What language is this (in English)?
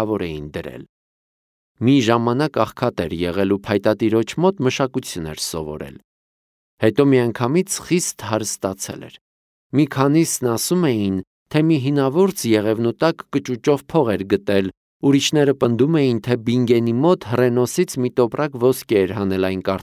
Armenian